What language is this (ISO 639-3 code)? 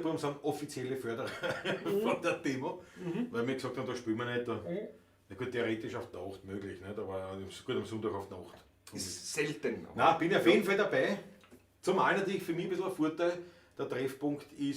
bar